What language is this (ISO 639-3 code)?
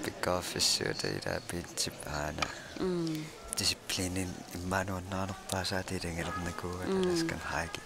kal